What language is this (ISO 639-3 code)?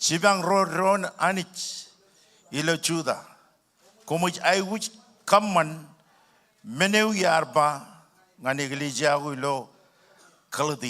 mah